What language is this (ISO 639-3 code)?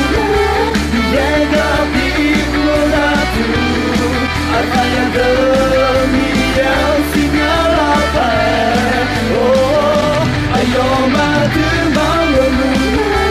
ahk